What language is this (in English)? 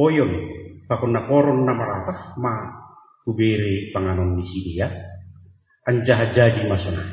Batak Simalungun